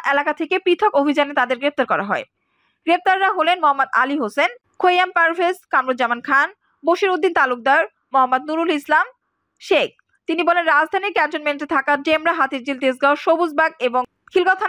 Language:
Bangla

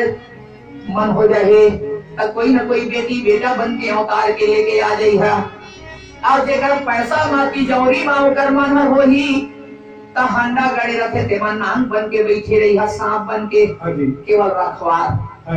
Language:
Chhattisgarhi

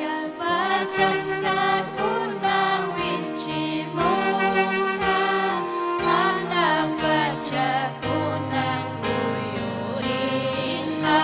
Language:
Ayacucho Quechua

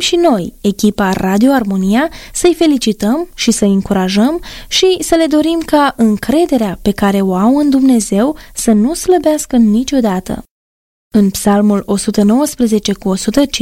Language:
Romanian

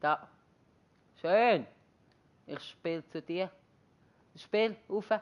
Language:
Swiss German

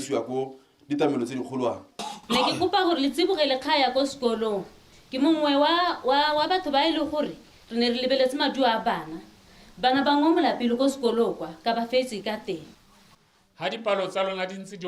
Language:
Tswana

